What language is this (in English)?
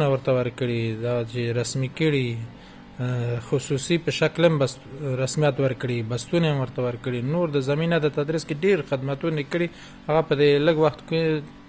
Pashto